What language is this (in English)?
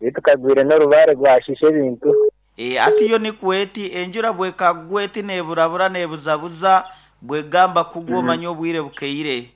Nyoro